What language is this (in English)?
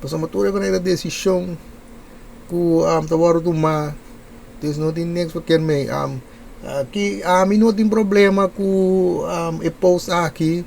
Papiamento